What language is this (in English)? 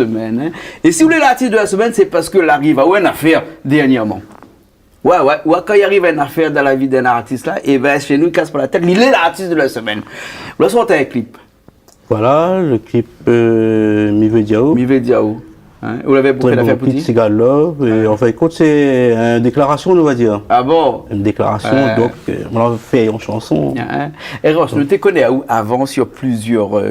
Réunion Creole French